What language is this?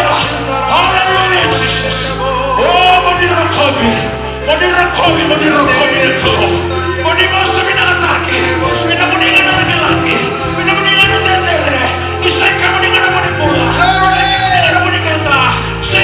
Fijian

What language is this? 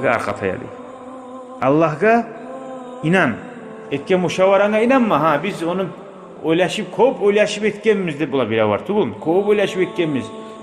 Kumyk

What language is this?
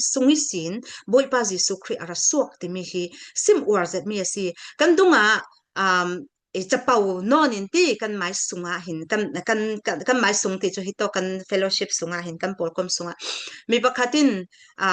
Falam Chin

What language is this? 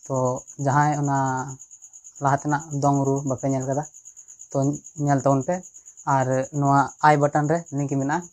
Santali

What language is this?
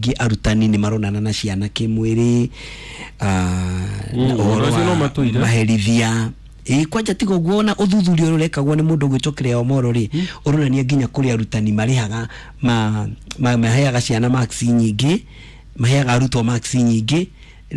Kikuyu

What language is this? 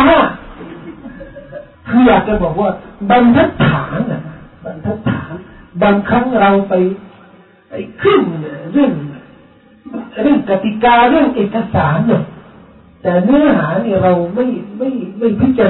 Thai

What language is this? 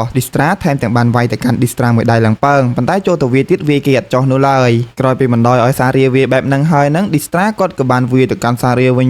Khmer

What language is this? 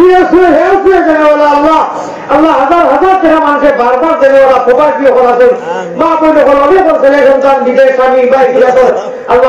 Sylheti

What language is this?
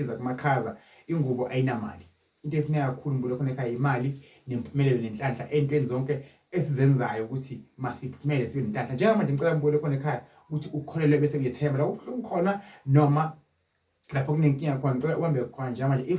Zulu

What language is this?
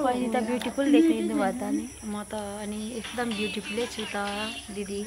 Nepali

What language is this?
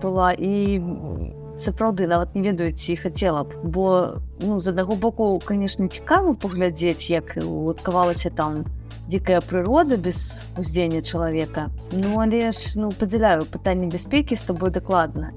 Belarusian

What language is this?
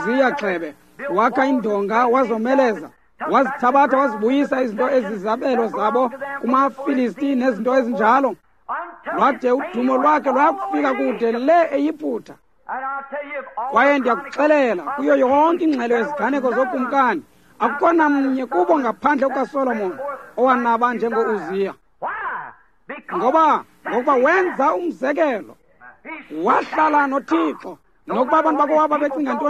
Xhosa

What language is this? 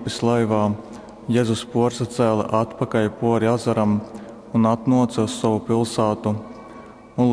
Latgalian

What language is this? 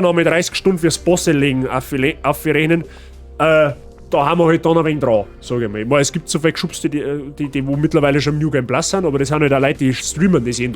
Bavarian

